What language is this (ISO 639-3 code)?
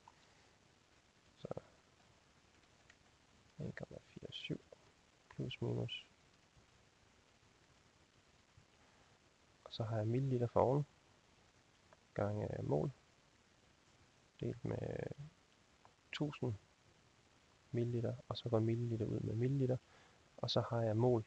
dan